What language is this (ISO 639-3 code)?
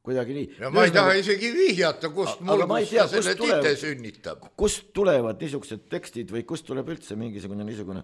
est